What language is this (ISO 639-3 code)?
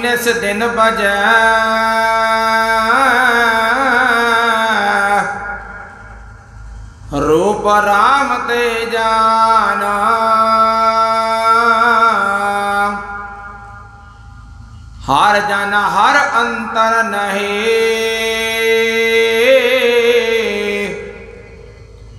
pan